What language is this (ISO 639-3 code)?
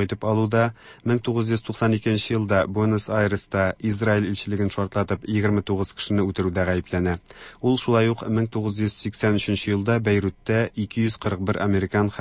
tat